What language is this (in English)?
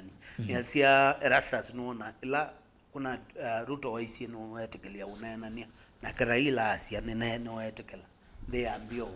Kamba